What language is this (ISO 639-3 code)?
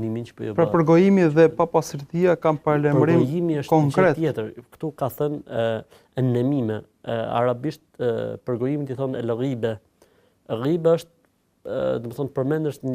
sqi